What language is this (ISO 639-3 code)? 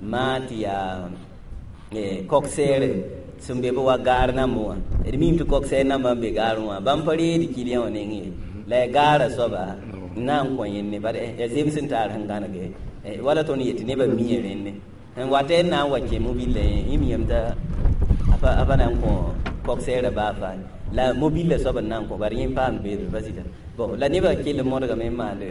mos